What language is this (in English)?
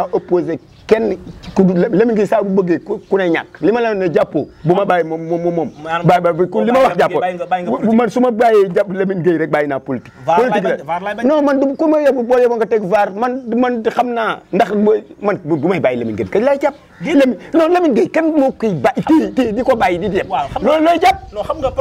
Wolof